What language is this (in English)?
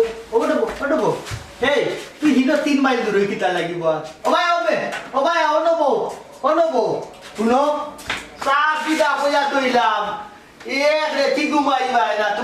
Sylheti